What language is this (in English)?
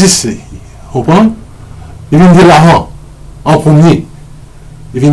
Morisyen